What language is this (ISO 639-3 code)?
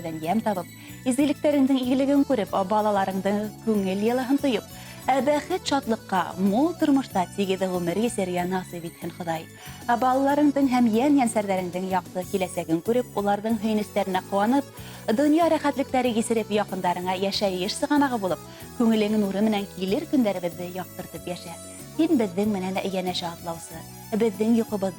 bak